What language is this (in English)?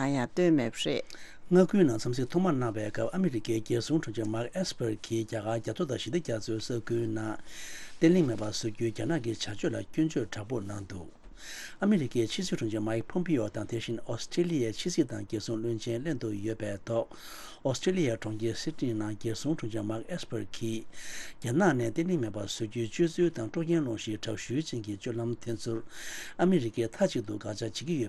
Tibetan